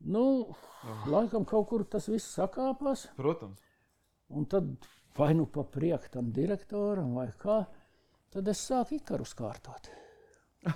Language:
Latvian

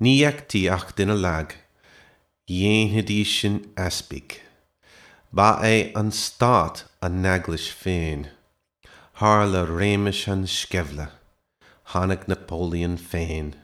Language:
Irish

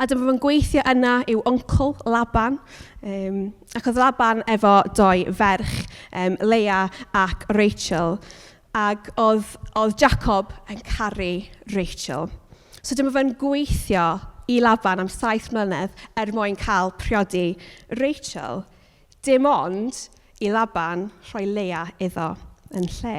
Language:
Welsh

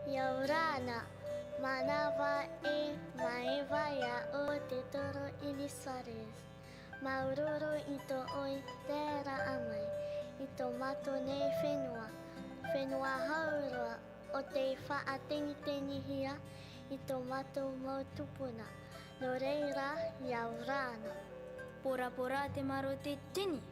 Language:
Tahitian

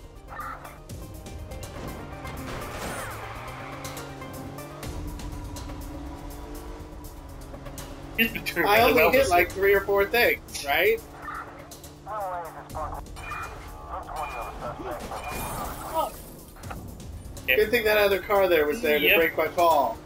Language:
English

